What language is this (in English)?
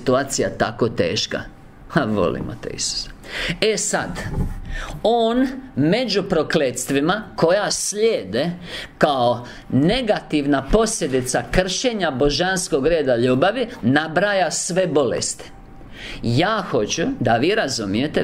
Croatian